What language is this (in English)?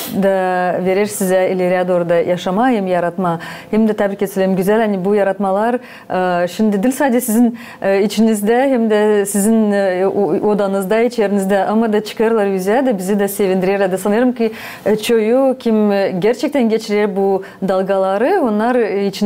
Gagauz